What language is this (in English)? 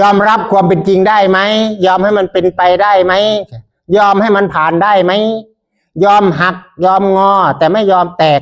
Northeastern Thai